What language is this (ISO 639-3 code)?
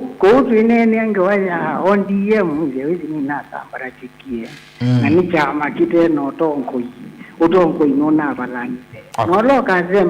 kam